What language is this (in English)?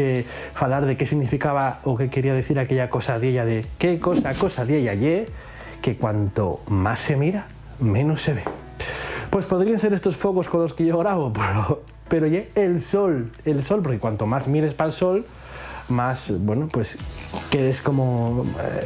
Asturian